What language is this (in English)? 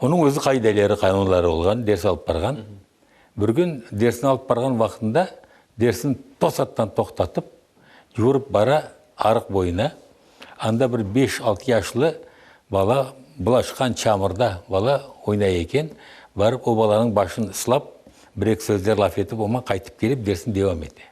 Crimean Tatar